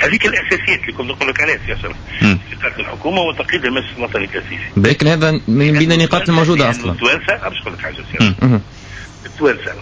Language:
Tunisian Arabic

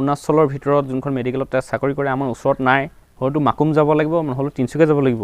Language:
Assamese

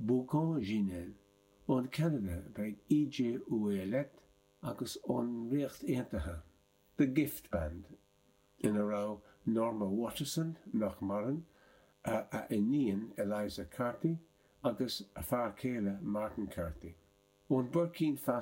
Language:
Irish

